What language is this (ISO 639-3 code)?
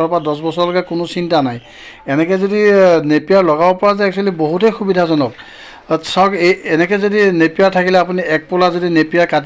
asm